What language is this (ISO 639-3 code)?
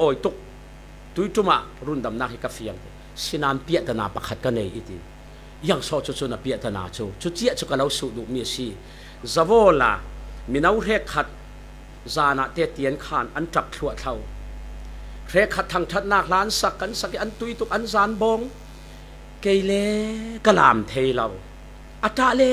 cfm